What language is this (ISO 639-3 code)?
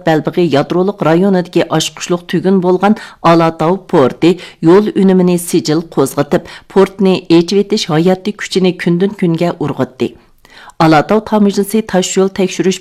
uig